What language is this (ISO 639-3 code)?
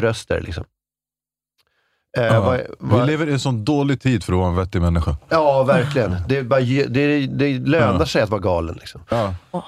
swe